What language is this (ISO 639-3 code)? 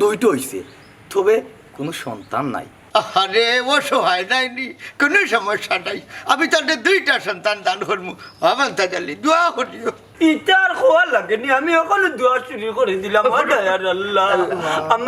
syl